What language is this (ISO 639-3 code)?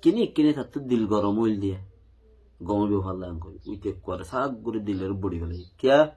rhg